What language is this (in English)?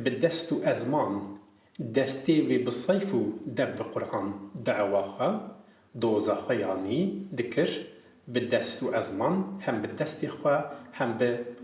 Kurdish